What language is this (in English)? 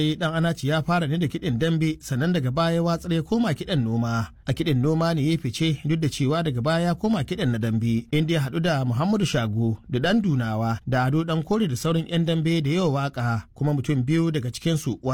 Hausa